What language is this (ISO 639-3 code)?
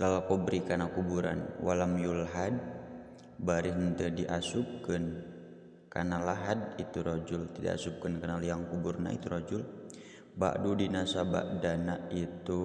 sun